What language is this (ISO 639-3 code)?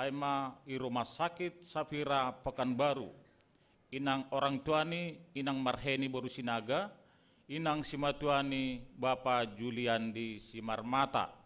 bts